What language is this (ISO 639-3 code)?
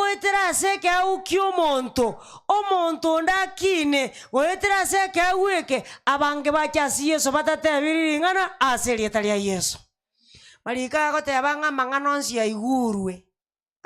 guz